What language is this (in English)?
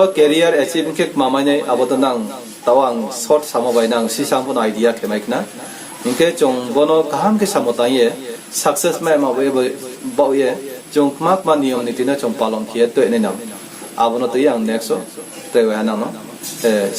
Riang (India)